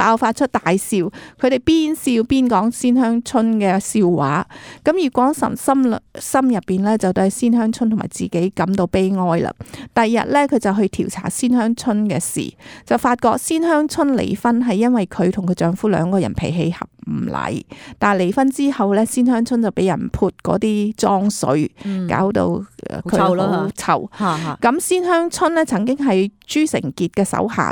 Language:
Cantonese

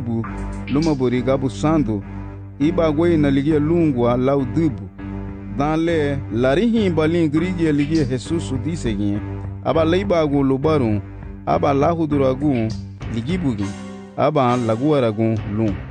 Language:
Garifuna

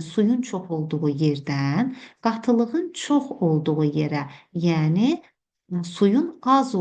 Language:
Azerbaijani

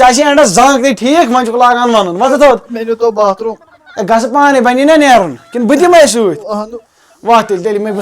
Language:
Kashmiri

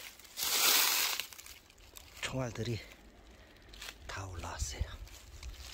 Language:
Korean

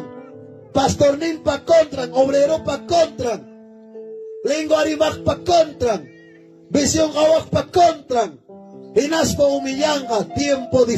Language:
Ayacucho Quechua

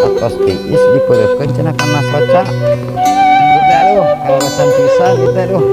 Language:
Sundanese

